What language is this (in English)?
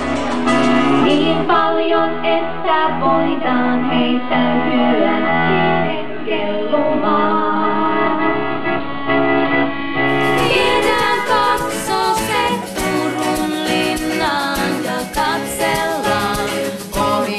Finnish